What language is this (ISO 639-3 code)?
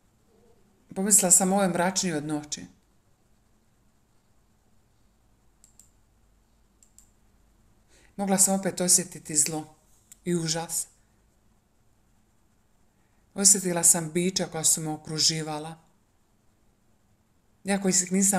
hrv